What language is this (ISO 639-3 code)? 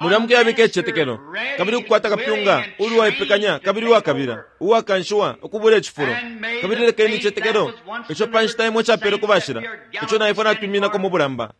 bem